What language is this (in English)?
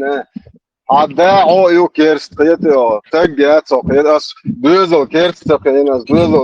Chechen